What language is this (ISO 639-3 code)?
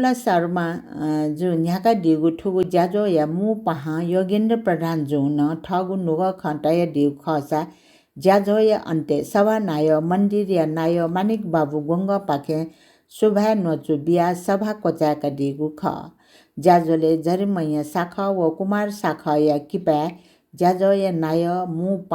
new